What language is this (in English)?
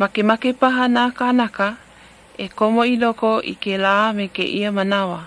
Hawaiian